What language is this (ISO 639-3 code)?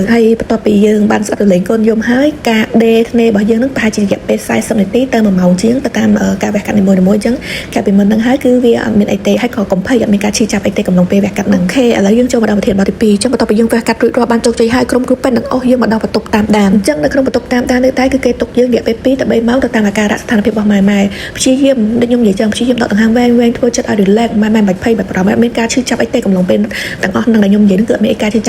khm